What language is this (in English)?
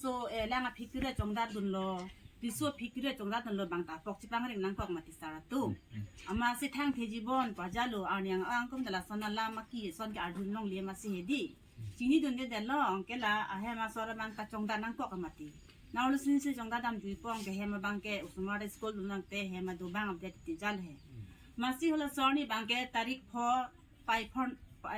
Karbi